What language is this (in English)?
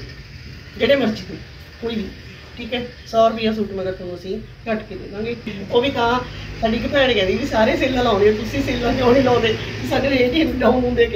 Punjabi